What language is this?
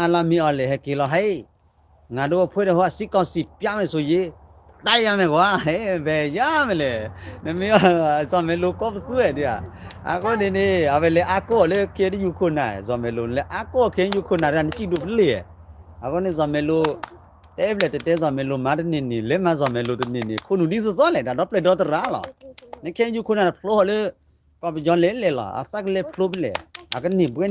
S'gaw Karen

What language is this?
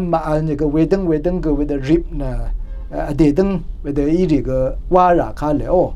Rawang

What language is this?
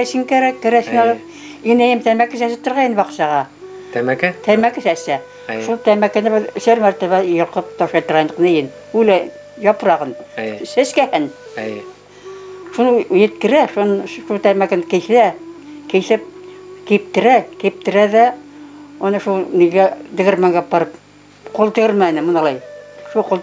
Bashkir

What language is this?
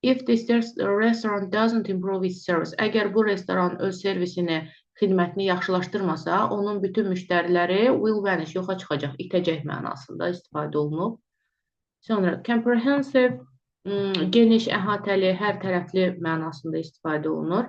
Azerbaijani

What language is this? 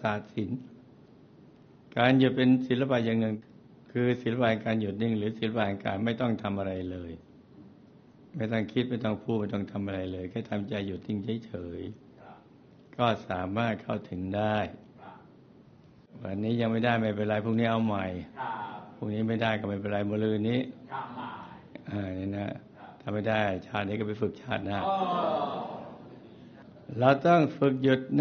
Thai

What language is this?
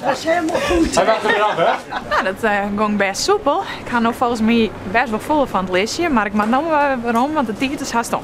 Western Frisian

